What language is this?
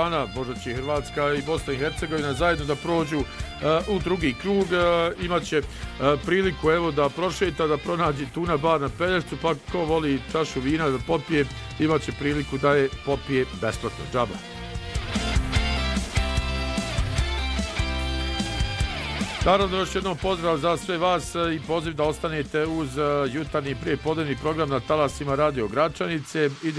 Bosnian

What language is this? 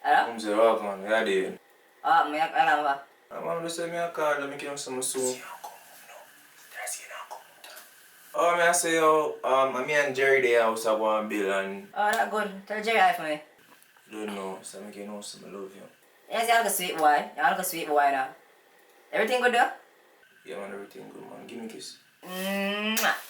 Jamaican Creole English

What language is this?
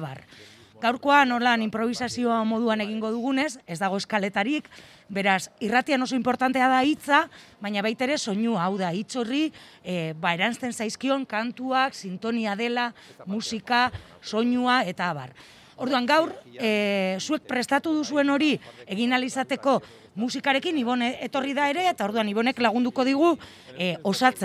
Basque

